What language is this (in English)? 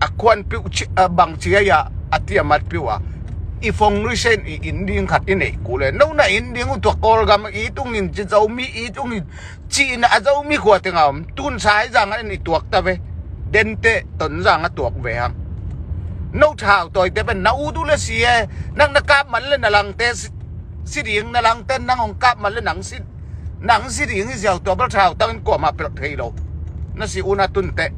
Tedim Chin